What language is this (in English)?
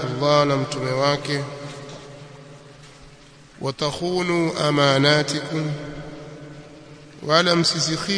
Swahili